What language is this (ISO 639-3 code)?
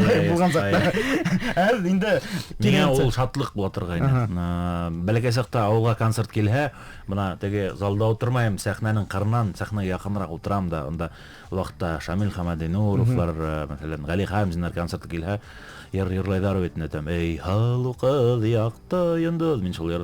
bak